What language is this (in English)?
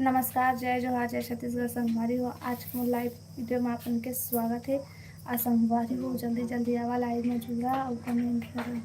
Chhattisgarhi